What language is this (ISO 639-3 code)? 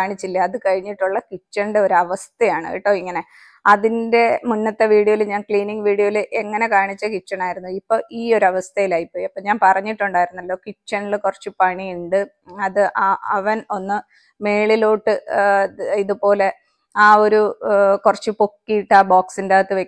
mal